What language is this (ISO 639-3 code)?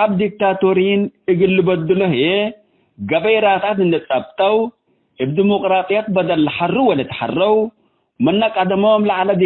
tig